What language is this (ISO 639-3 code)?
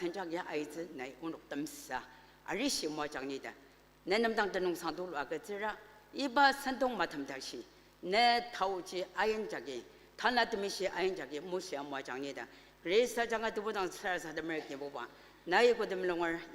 njo